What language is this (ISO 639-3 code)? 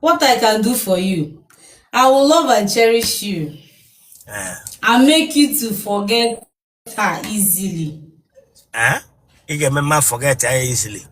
ibo